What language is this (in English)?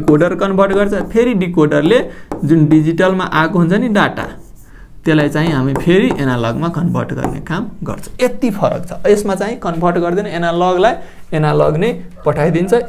Nepali